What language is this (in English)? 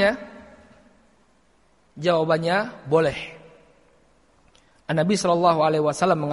Indonesian